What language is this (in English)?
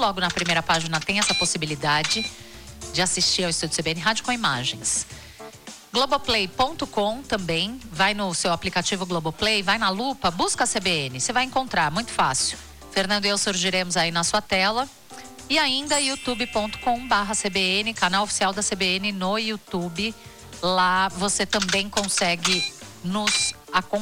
Portuguese